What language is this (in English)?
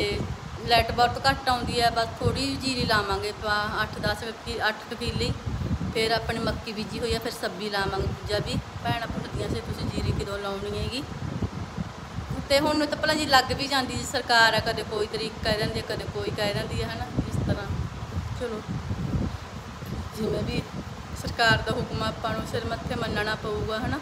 Punjabi